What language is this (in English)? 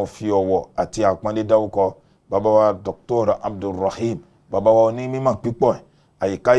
Yoruba